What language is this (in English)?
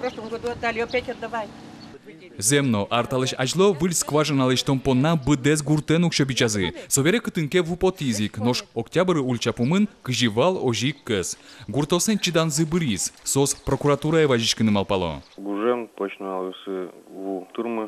Udmurt